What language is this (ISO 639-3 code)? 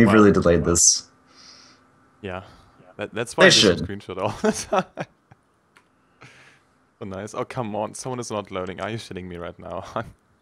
eng